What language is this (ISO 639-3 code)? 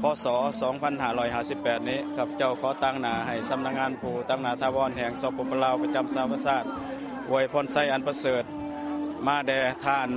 lao